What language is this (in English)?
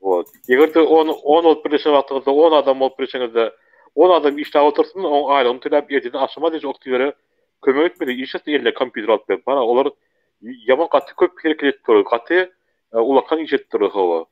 Turkmen